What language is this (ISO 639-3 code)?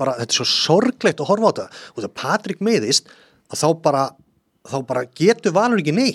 isl